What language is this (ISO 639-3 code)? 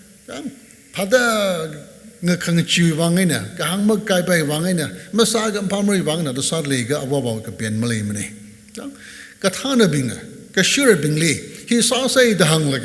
nmf